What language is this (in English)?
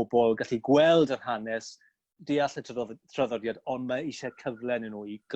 Welsh